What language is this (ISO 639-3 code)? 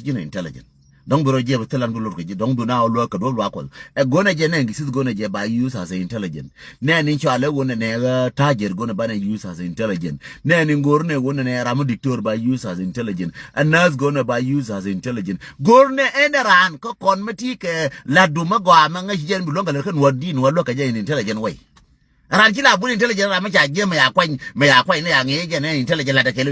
nus